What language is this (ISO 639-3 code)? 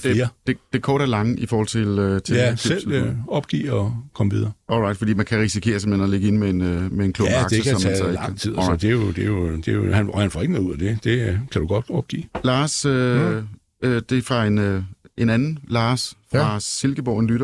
dan